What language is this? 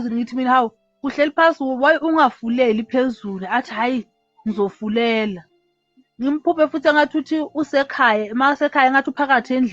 Zulu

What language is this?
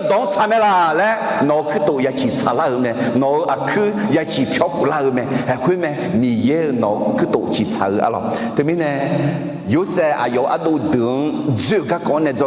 Akha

